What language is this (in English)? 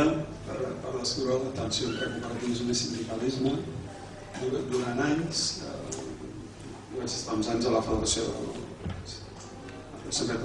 Catalan